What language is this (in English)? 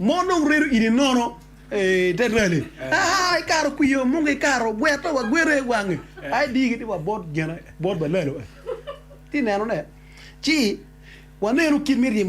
Acoli